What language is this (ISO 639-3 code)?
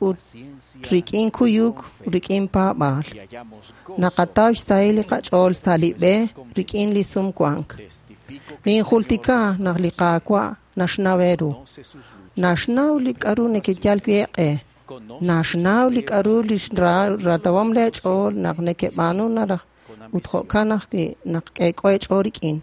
kek